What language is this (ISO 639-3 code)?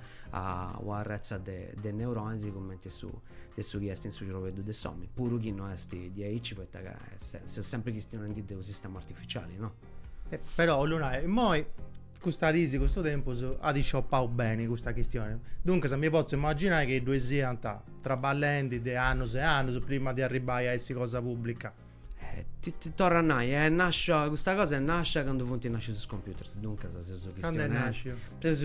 srd